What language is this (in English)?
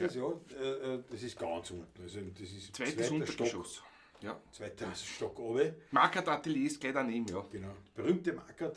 Bavarian